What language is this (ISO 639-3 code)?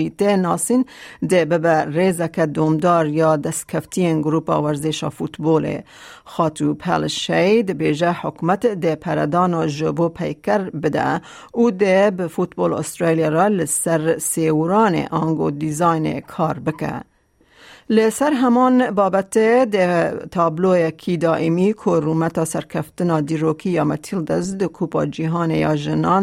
kur